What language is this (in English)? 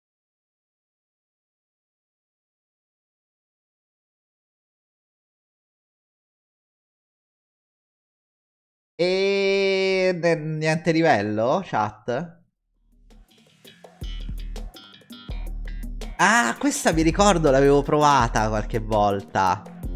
Italian